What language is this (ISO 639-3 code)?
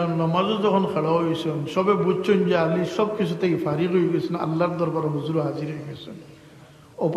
syl